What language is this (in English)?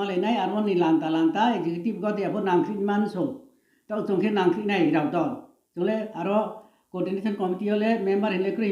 Riang (India)